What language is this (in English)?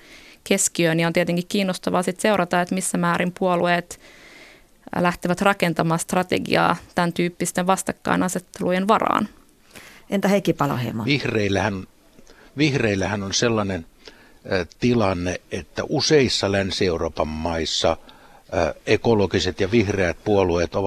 Finnish